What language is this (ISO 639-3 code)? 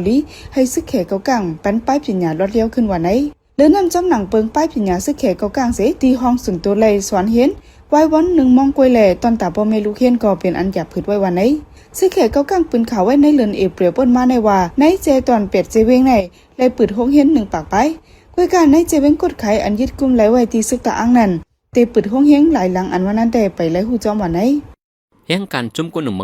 shn